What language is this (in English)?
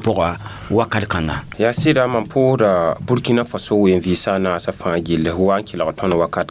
Mossi